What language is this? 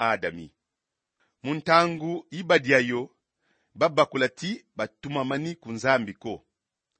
Kongo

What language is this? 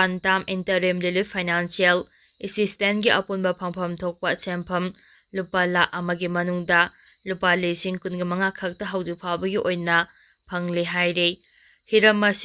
Manipuri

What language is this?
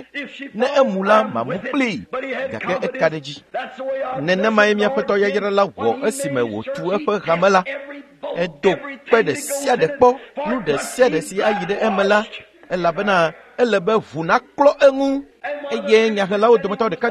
Ewe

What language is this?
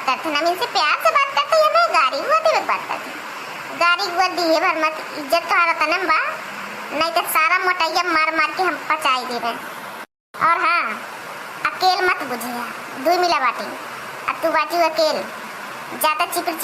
Awadhi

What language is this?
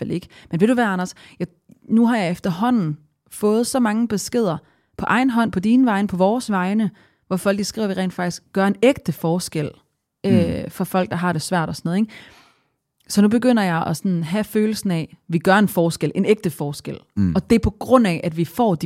Danish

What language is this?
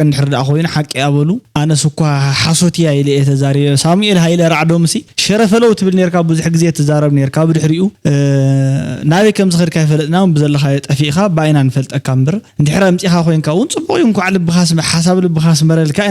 Tigrinya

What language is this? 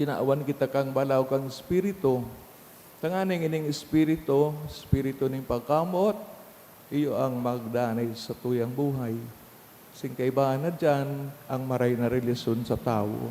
Bikol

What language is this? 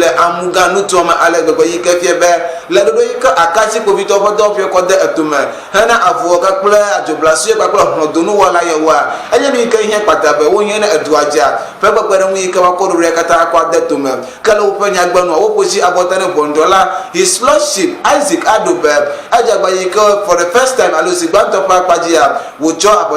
Ewe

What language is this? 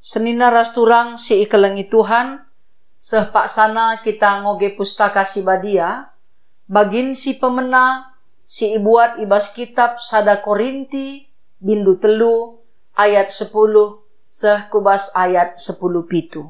Batak Karo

